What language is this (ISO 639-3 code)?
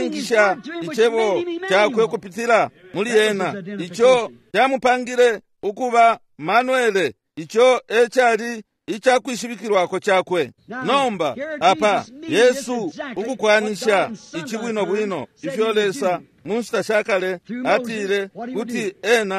bem